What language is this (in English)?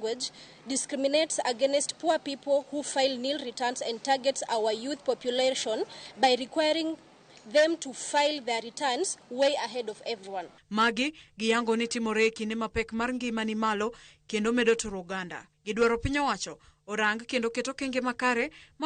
Luo (Kenya and Tanzania)